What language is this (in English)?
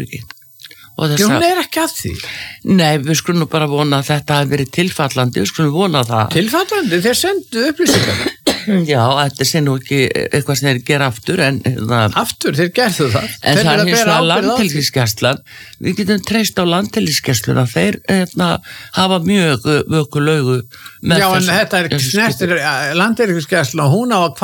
Icelandic